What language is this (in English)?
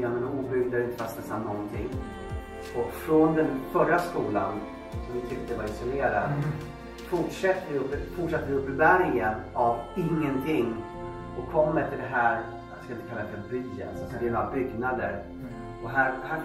Swedish